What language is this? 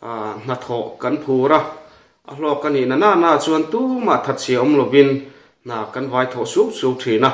Mizo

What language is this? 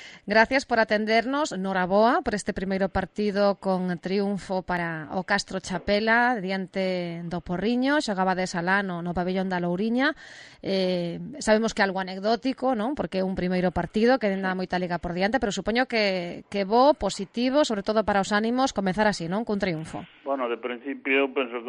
Galician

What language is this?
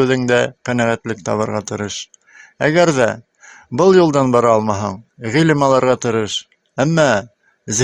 Bashkir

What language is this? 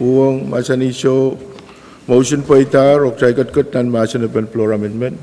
Pohnpeian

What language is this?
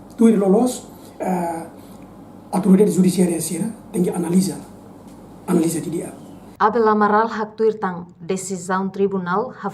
Tetum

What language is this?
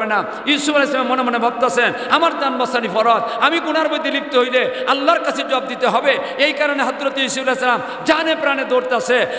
Sylheti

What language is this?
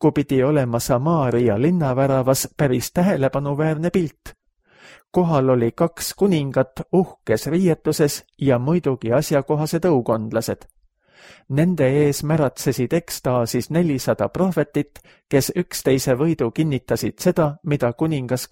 Estonian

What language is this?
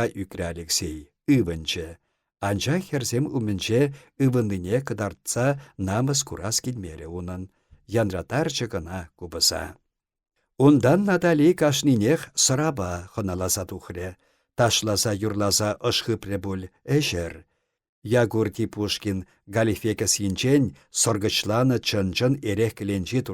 Chuvash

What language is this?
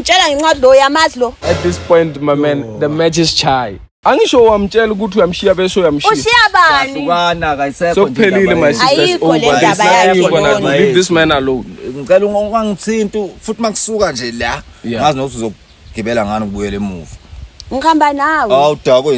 Zulu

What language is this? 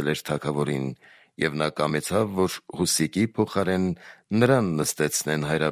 Armenian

